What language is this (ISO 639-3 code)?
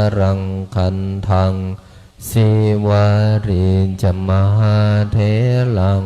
pli